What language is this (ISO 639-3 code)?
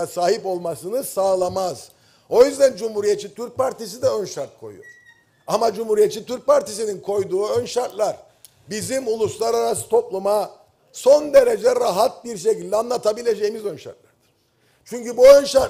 tur